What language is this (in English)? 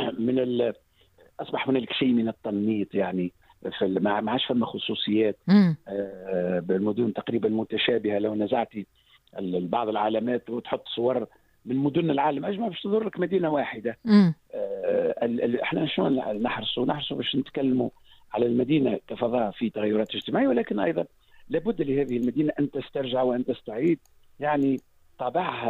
Tunisian Arabic